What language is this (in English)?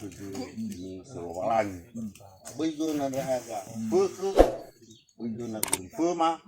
Nias